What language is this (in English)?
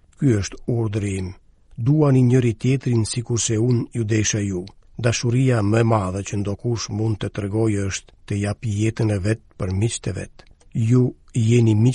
Albanian